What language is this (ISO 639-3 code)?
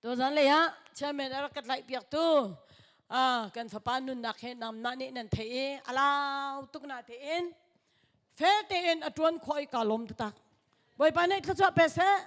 cnh